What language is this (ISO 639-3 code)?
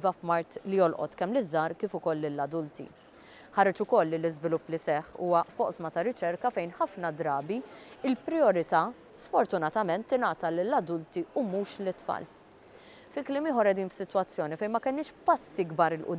mlt